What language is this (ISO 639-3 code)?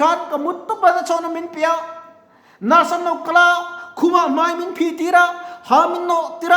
lus